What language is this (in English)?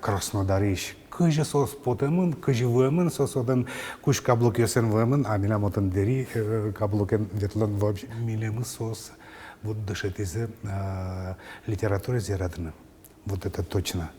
Udmurt